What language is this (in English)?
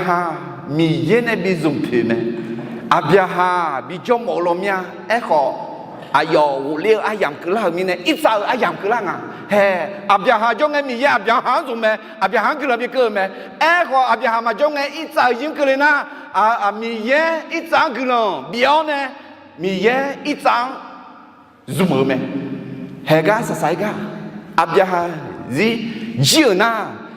Akha